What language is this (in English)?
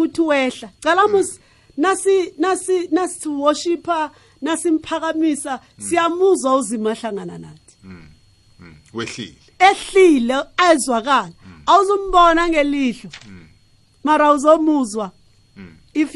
South Ndebele